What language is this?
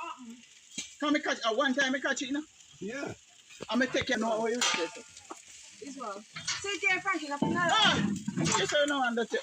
Jamaican Creole English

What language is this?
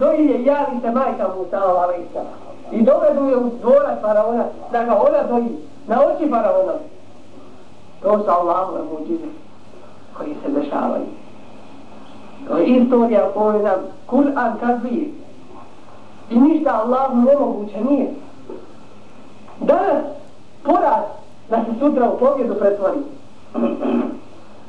Bosnian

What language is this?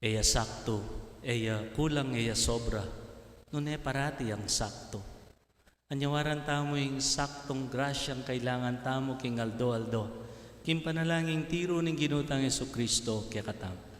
Pampanga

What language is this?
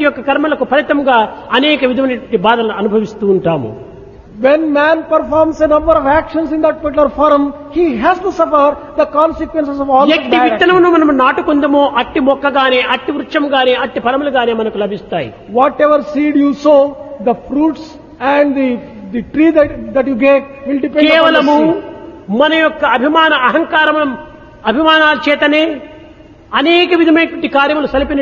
Telugu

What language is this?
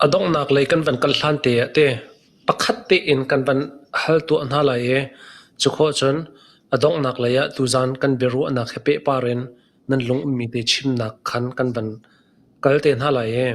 Hakha Chin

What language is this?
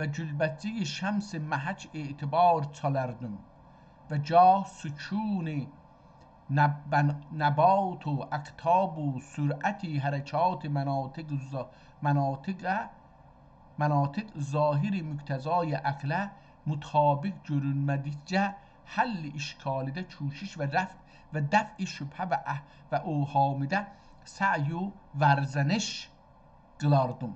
South Azerbaijani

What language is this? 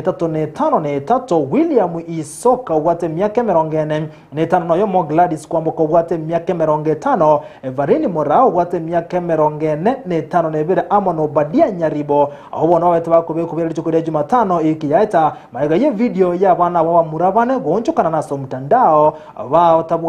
Gusii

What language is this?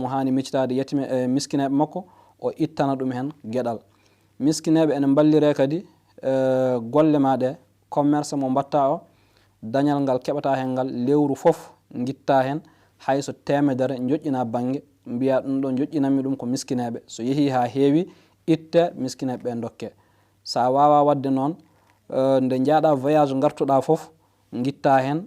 Fula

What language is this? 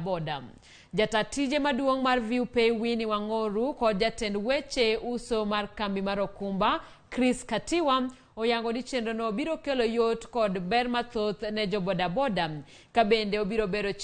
Luo (Kenya and Tanzania)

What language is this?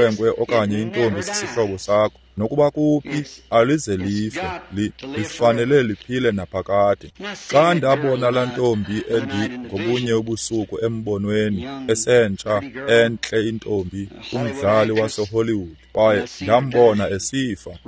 Xhosa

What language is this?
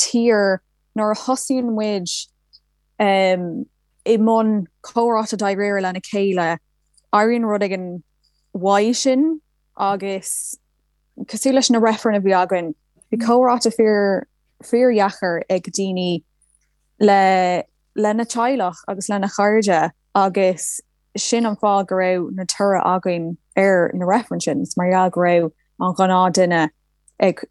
Irish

